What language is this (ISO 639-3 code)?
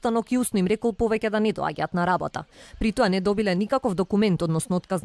mkd